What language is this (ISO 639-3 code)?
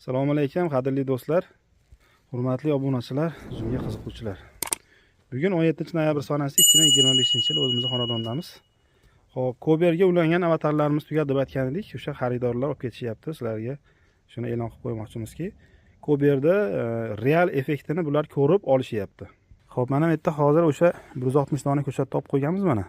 uzb